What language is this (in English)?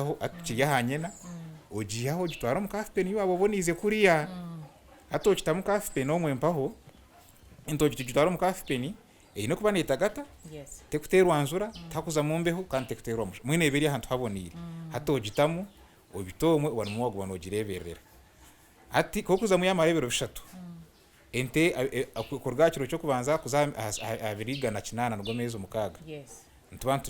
Nyankole